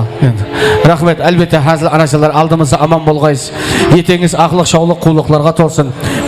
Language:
Kara-Kalpak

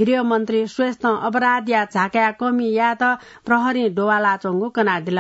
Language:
Newari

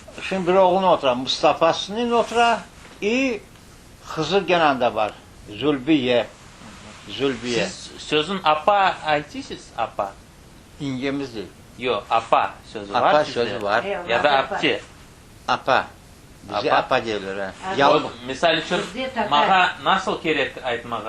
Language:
Crimean Tatar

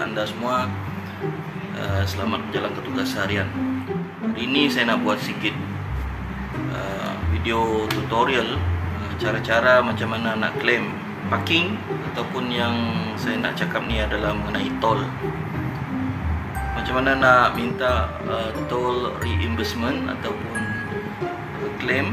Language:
Malay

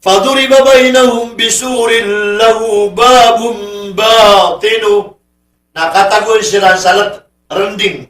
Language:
Maranao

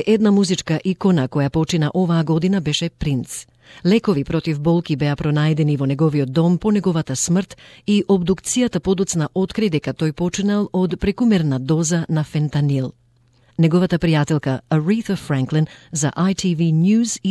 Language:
Macedonian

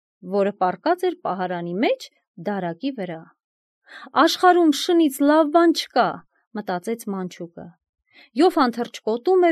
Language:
Armenian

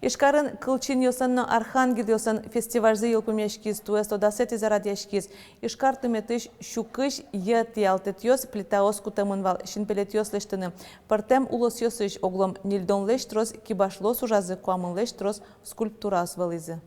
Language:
Udmurt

